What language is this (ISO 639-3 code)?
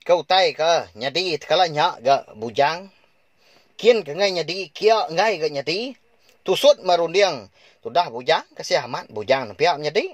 iba